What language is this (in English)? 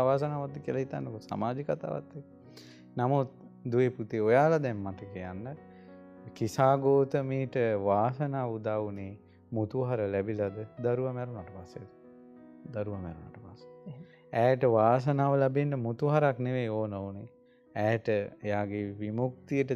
Sinhala